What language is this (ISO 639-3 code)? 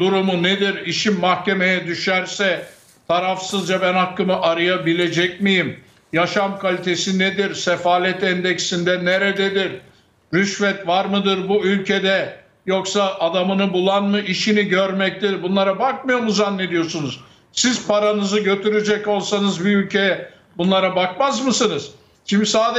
tur